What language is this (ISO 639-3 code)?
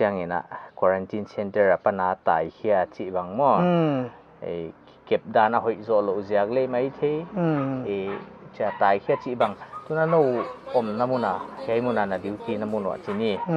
pck